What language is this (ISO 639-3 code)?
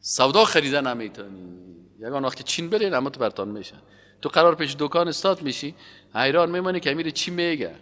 fas